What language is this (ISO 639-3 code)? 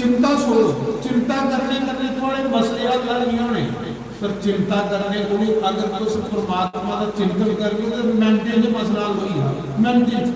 doi